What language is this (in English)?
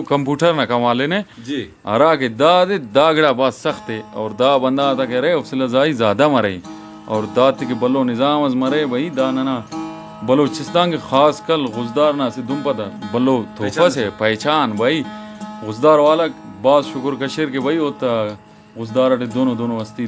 Brahui